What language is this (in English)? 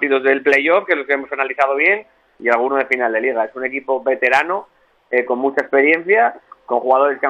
Spanish